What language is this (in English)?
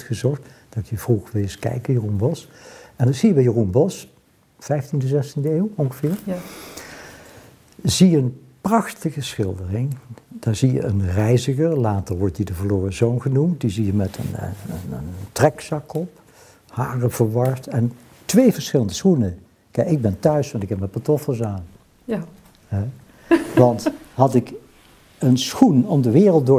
Dutch